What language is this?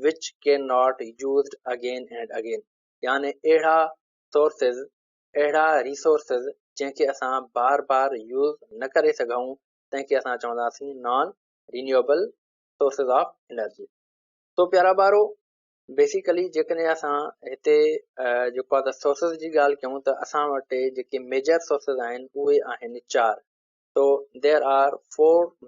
Sindhi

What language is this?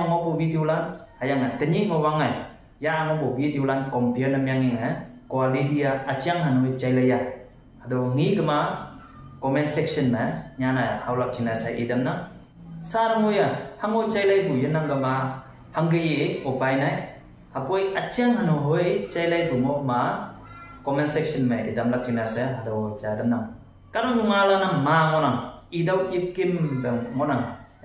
Konyak Naga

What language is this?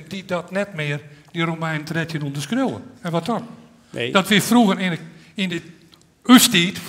Western Frisian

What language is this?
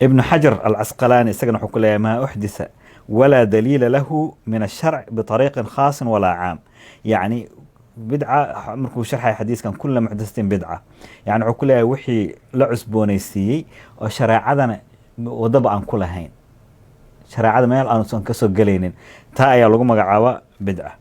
Somali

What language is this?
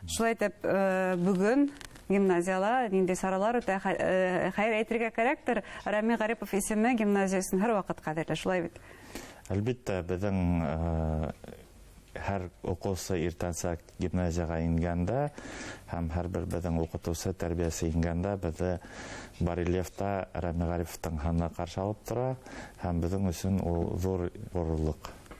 Bashkir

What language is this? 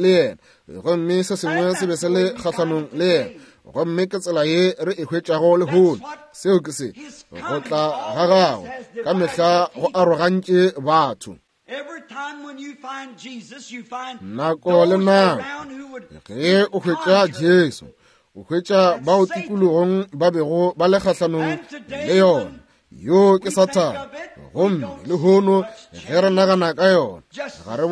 Northern Sotho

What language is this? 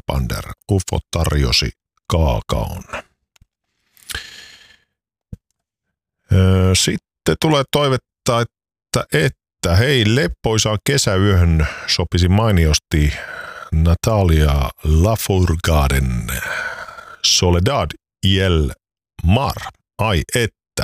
Finnish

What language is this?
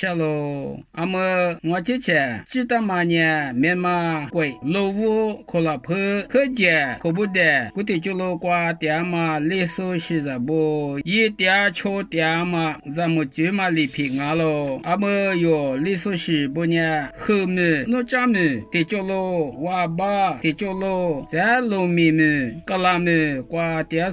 Lisu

